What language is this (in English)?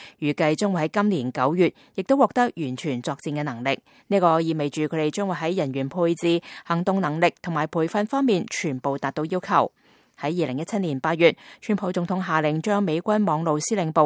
Cantonese